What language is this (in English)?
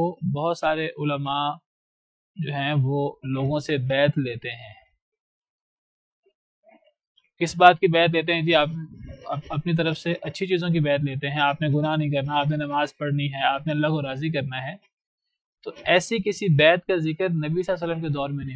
Urdu